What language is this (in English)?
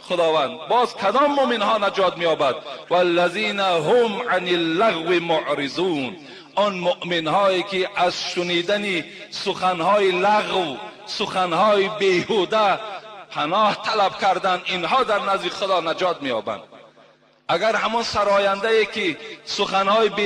Tajik